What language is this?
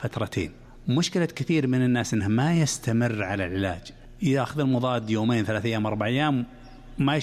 Najdi Arabic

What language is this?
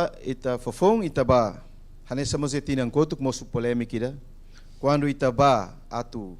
Tetum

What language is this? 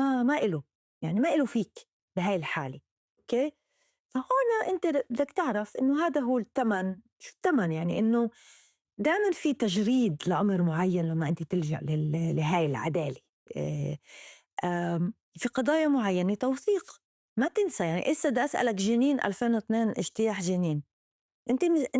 North Levantine Arabic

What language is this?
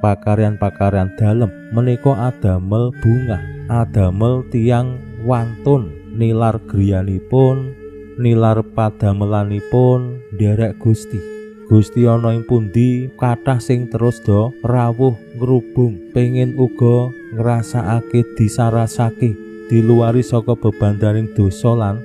Javanese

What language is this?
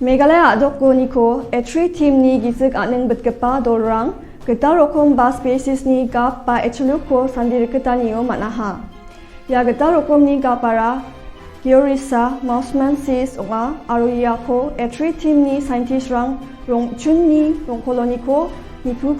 Garo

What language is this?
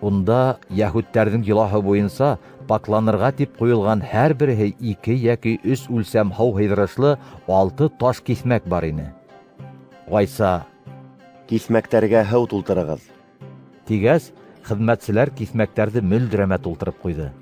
Bashkir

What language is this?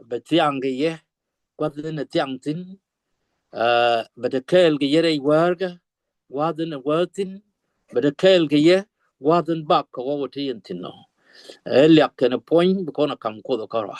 Nuer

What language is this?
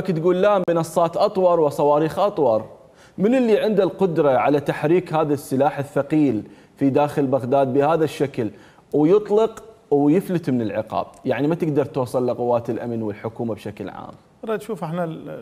Mesopotamian Arabic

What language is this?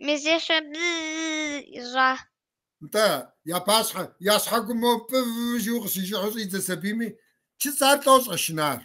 Kabardian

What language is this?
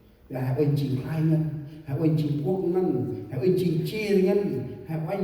Central Mnong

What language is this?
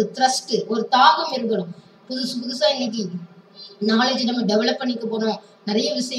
Tamil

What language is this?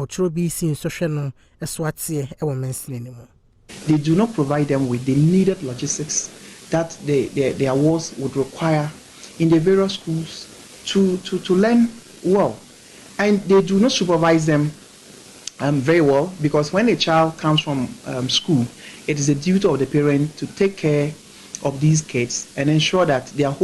Akan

